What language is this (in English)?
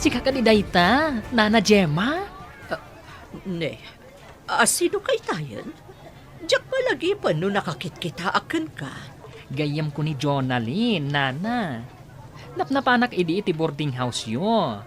Iloko